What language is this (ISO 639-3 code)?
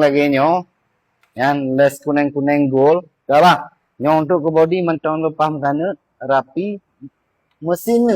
ace